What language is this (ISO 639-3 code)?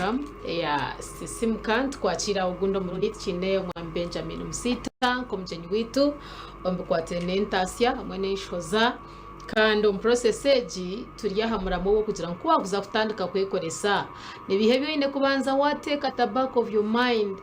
nyn